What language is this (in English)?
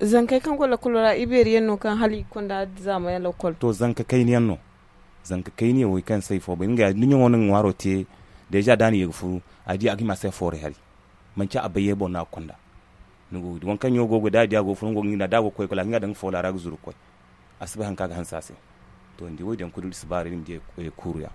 Zarma